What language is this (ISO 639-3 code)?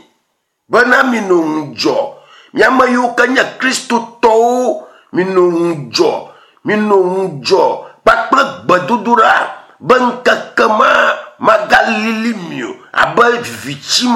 ewe